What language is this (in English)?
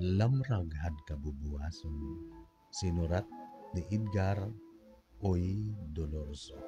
Waray